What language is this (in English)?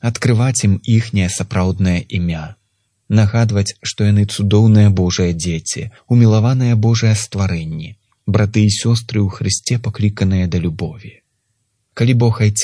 Belarusian